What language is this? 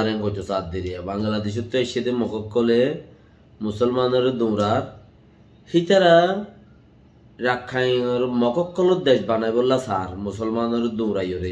Rohingya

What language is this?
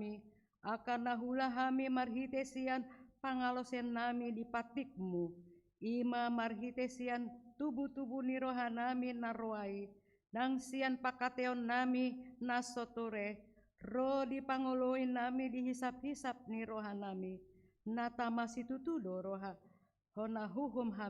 Batak Toba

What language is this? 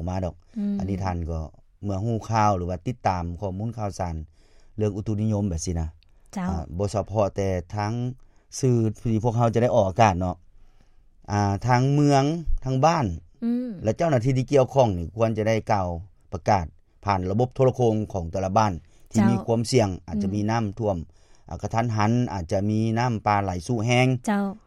Lao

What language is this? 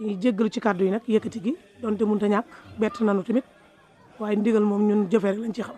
Wolof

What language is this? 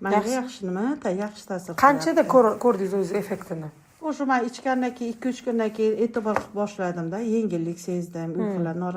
Uzbek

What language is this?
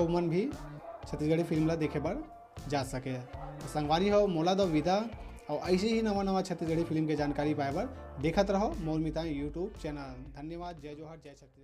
Chhattisgarhi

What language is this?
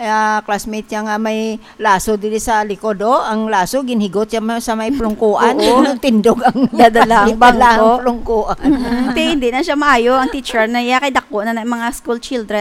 Hiligaynon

